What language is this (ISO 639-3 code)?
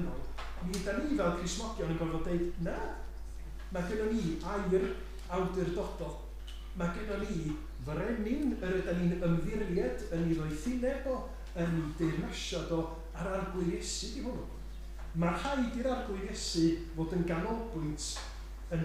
cym